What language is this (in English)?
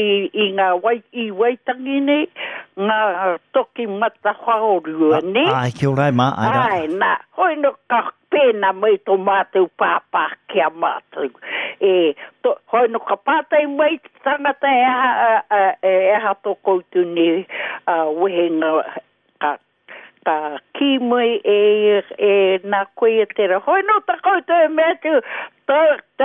Māori